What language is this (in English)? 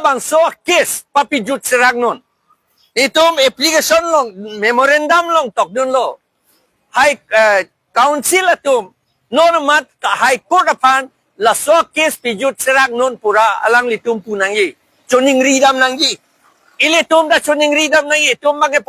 Karbi